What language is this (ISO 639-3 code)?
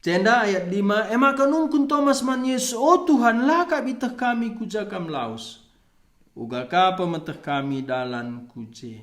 btx